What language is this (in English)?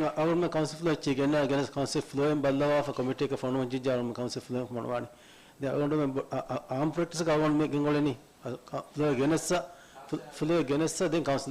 Divehi